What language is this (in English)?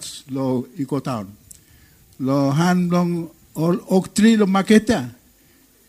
Bislama